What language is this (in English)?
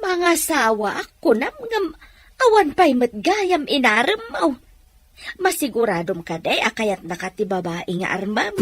Iloko